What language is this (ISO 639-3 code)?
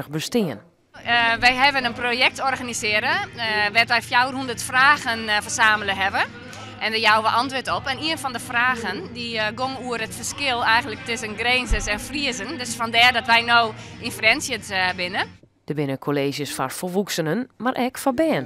fry